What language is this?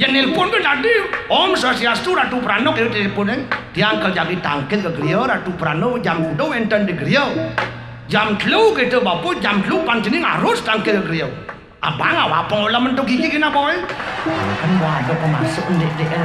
Balinese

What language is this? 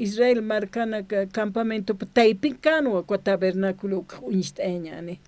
Aymara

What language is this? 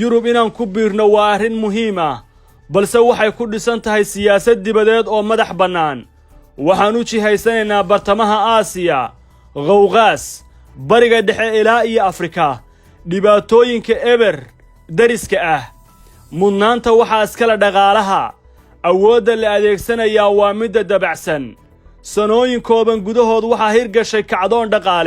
Somali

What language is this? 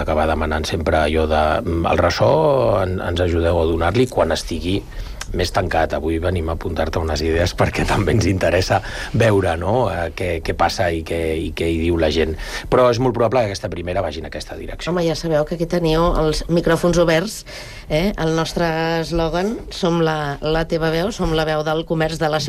Catalan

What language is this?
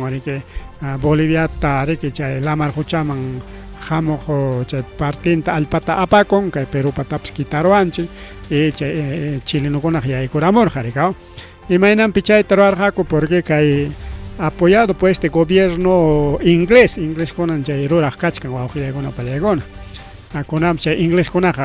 Ayacucho Quechua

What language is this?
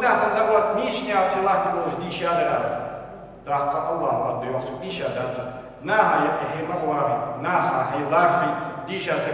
Ingush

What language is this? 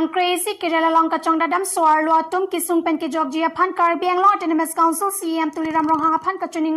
Karbi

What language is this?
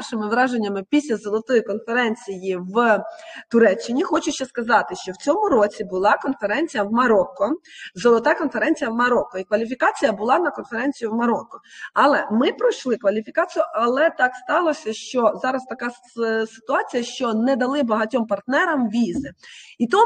Ukrainian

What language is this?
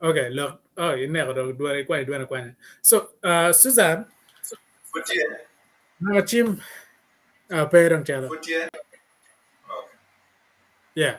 Acoli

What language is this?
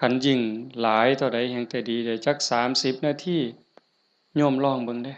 Northeastern Thai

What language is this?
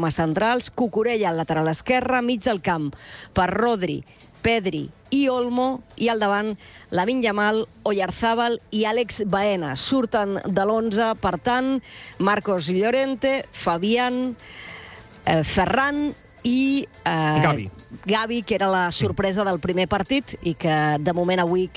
Catalan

